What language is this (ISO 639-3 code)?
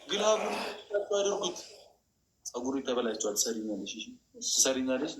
amh